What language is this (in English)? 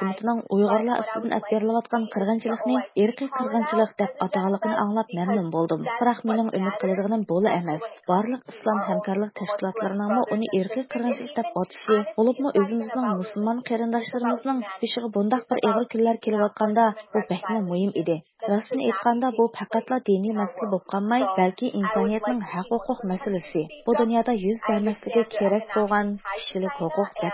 Uyghur